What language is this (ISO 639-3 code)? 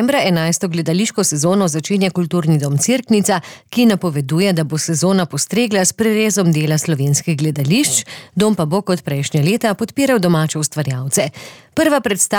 slv